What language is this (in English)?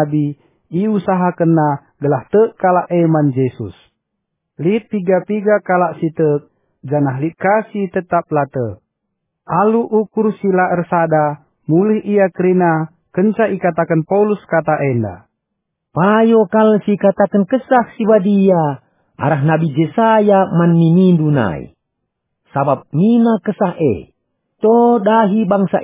Batak Karo